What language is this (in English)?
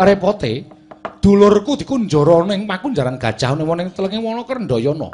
Javanese